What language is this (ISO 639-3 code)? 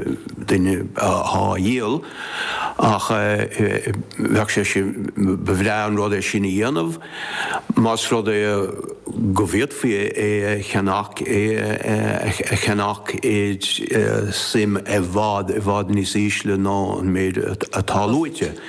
gle